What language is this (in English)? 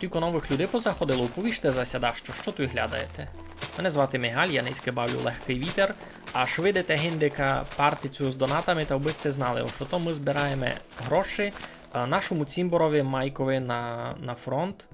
Rusyn